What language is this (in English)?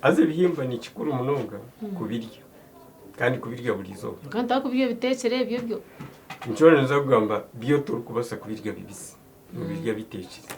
Nyankole